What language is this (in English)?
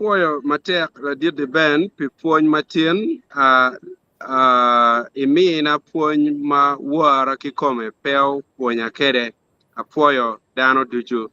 Acoli